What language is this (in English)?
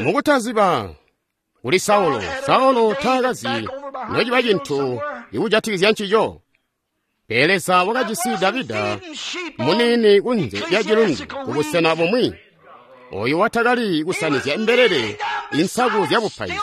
Tonga (Zambia)